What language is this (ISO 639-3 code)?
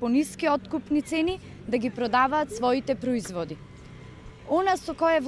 mkd